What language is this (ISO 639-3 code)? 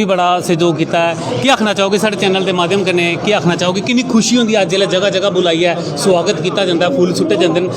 doi